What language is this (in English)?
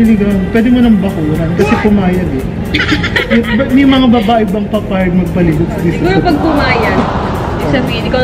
Filipino